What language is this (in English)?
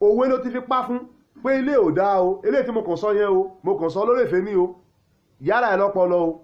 Yoruba